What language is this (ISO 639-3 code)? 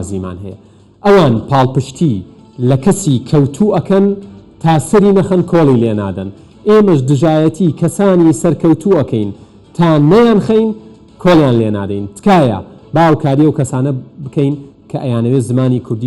ckb